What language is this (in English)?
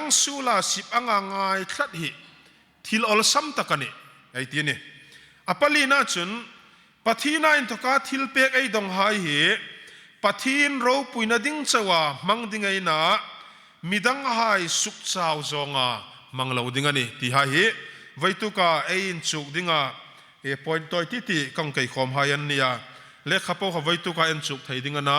Hmar